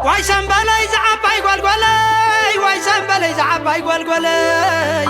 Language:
Tigrinya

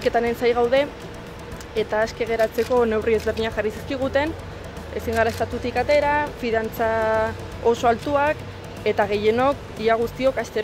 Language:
Basque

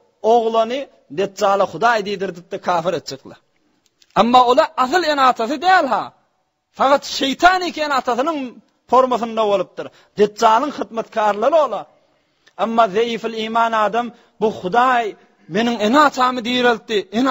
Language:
Turkmen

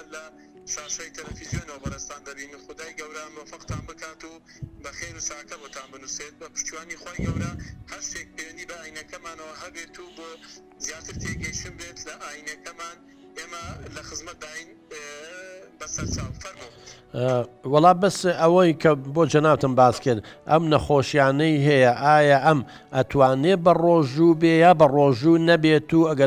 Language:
Central Kurdish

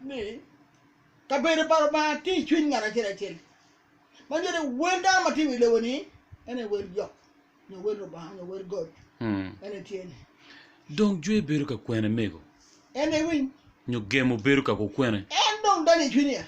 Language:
Acoli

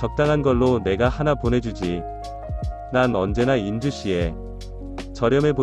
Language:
Korean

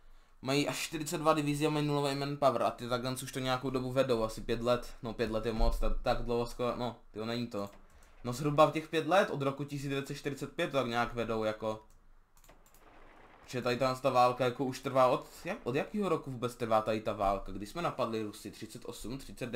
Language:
Czech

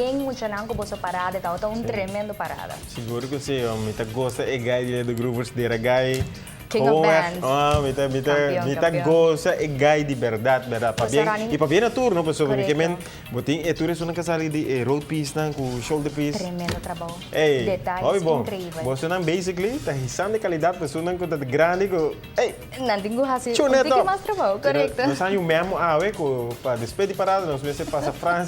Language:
Papiamento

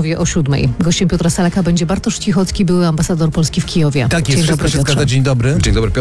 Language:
Polish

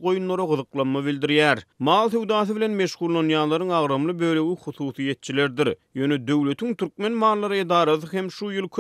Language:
Turkmen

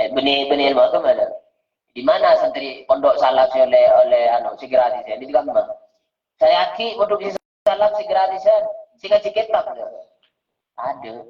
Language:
Madurese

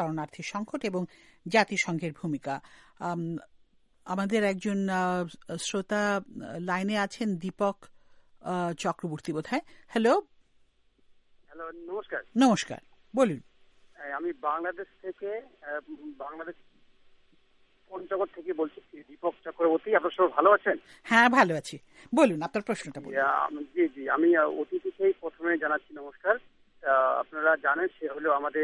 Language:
Bangla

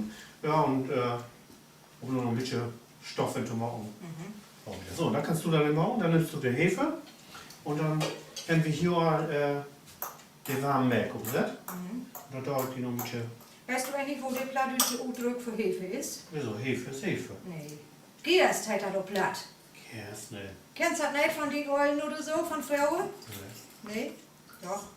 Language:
Low German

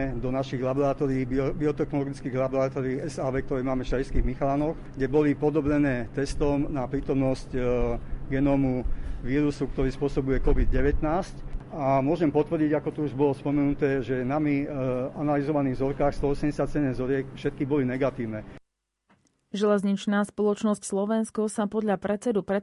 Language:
Slovak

